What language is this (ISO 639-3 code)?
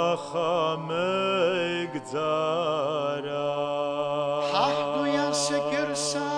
abk